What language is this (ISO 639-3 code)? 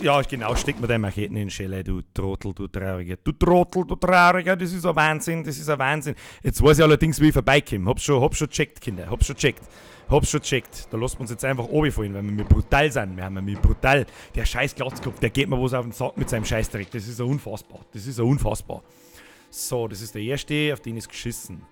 bar